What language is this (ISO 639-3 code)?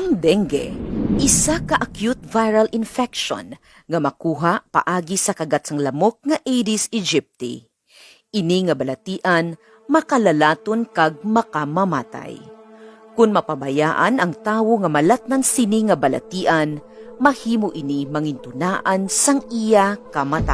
hil